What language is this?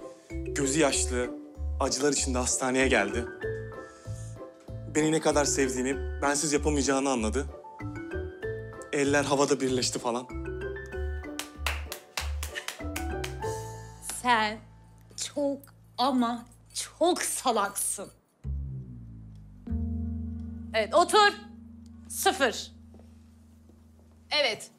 Turkish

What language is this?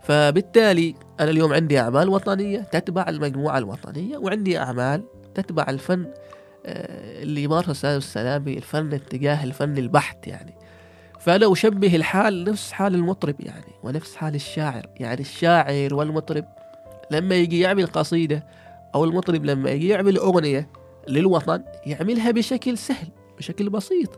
Gulf Arabic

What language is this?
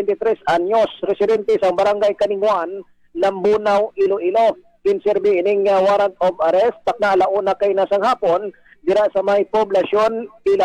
Hiligaynon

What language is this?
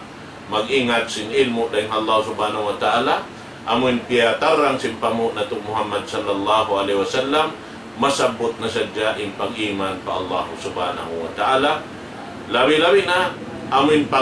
Tausug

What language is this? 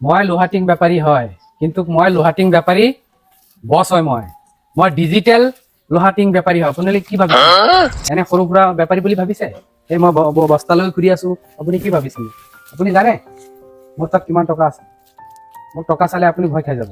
Assamese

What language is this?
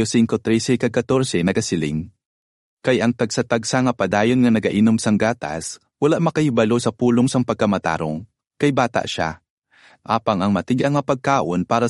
Hiligaynon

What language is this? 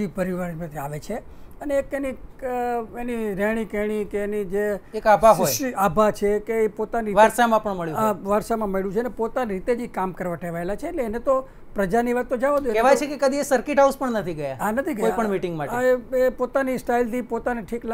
Gujarati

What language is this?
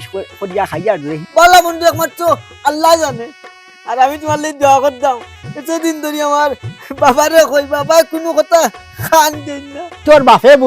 Sylheti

